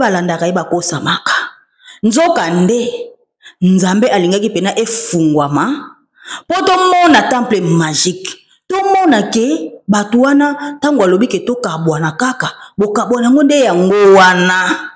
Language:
Lingala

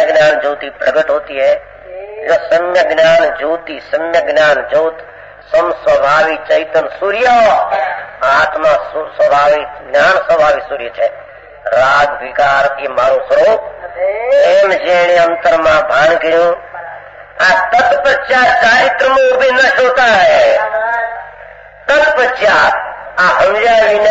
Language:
Gujarati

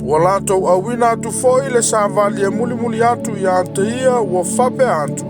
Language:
Samoan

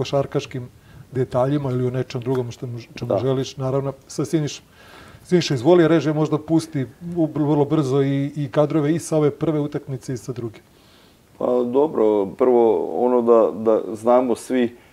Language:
Serbian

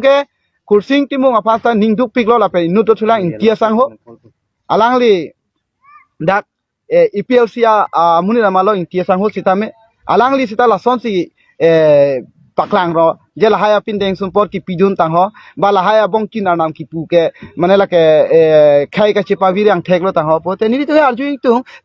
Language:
Karbi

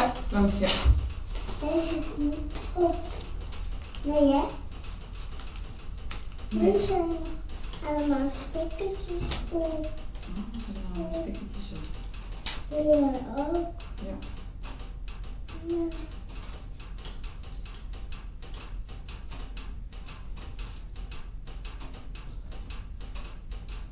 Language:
Dutch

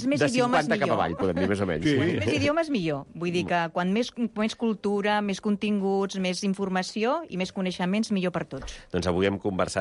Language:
Catalan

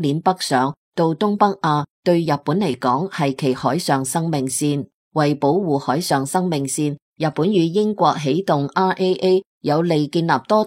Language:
Cantonese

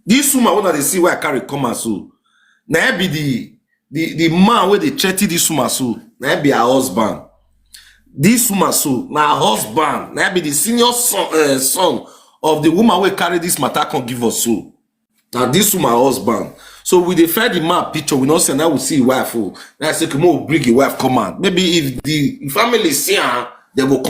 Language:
Nigerian Pidgin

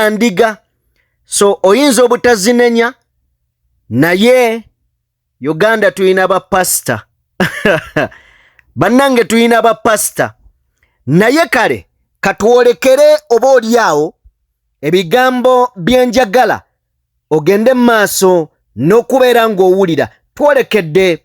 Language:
Ganda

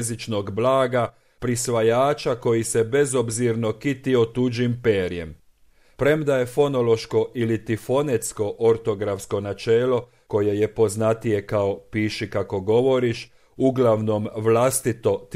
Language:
Croatian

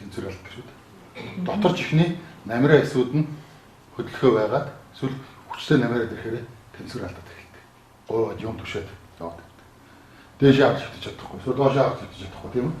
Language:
Mongolian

